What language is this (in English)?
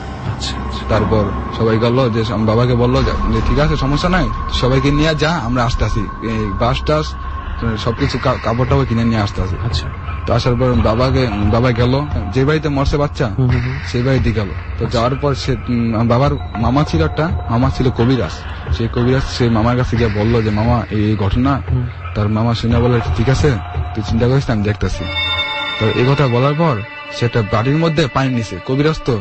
Bangla